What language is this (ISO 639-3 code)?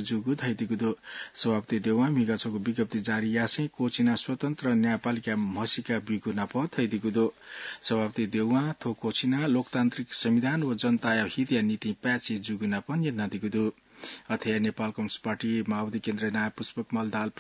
new